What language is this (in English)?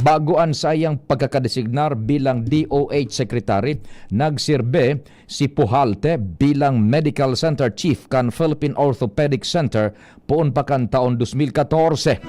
Bikol